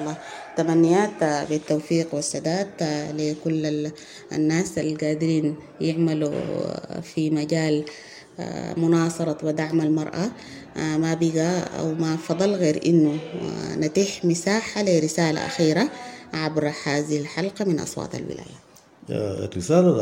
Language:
Sudanese Arabic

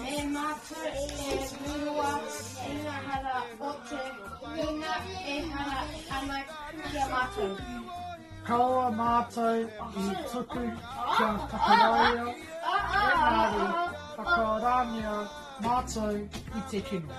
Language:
Māori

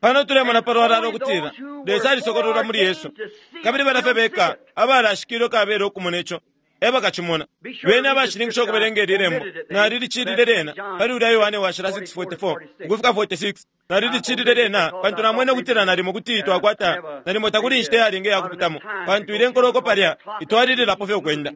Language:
Bemba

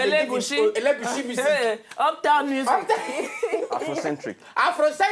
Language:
Nigerian Pidgin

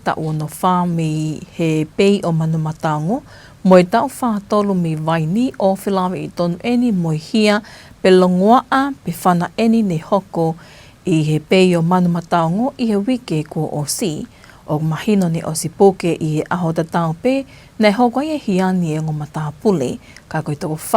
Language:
Tongan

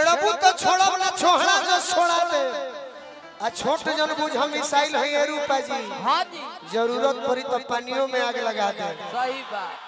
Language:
Bhojpuri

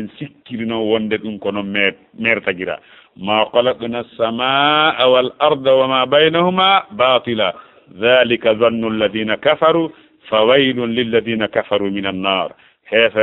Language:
Fula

